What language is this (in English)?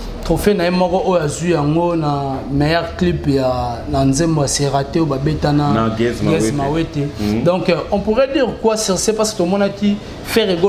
Lingala